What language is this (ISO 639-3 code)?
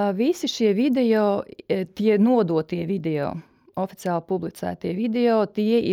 lav